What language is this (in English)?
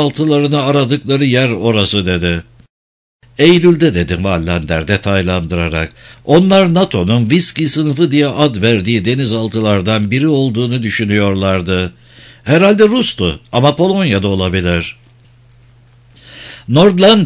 Turkish